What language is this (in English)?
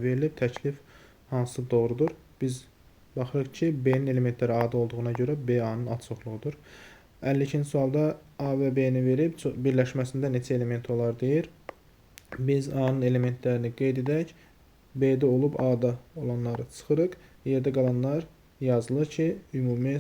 Azerbaijani